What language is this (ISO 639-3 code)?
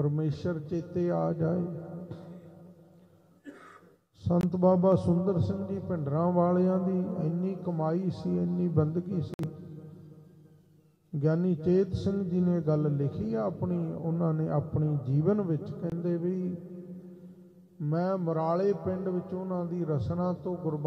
pan